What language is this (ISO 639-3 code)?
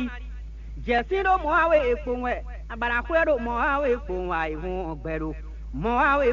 fon